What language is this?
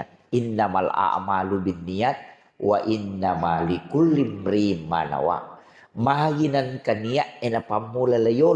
Buginese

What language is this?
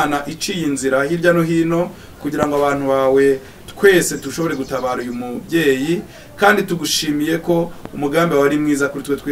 Kinyarwanda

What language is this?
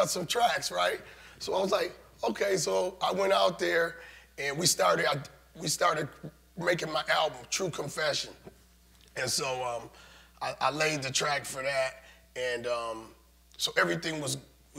English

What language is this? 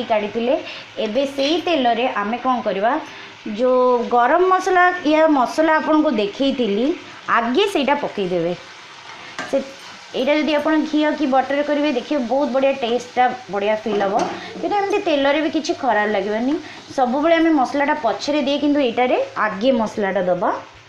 Odia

